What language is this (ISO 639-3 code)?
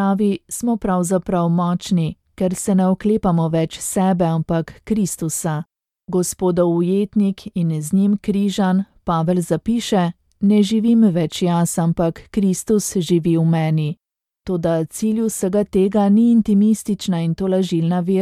slv